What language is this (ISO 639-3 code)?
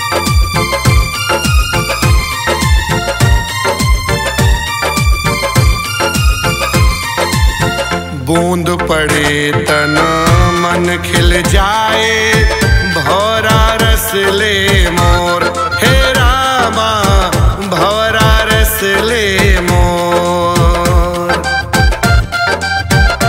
bho